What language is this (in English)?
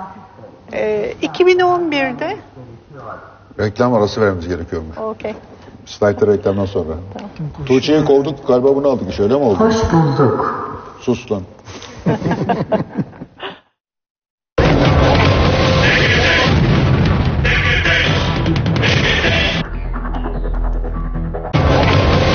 Turkish